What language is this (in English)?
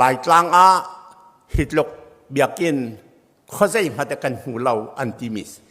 Hakha Chin